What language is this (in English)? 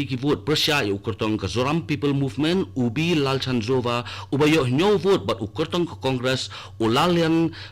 Khasi